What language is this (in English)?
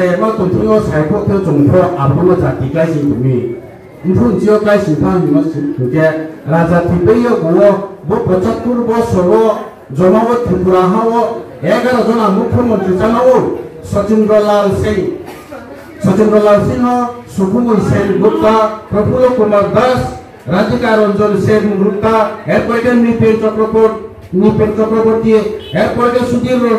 Riang (India)